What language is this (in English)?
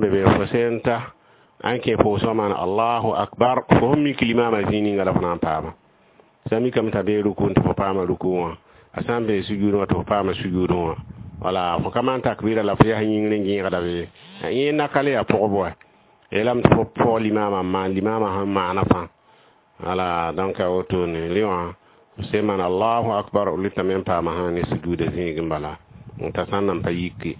Mossi